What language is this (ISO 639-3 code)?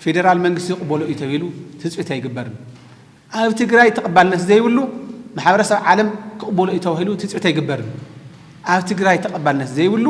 tir